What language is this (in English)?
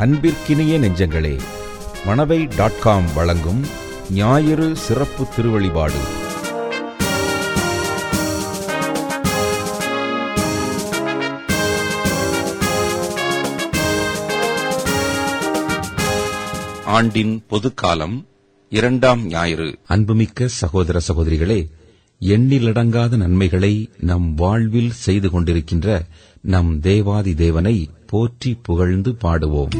Tamil